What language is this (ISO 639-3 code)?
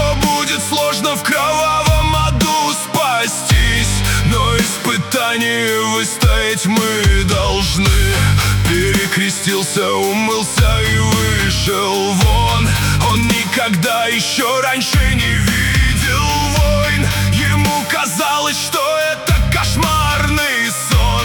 rus